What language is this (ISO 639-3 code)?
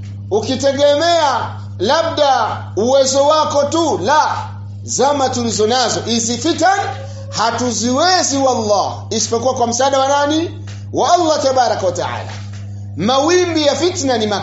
swa